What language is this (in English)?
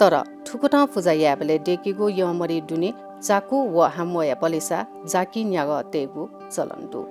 Newari